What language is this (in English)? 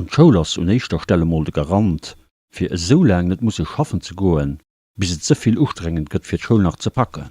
Luxembourgish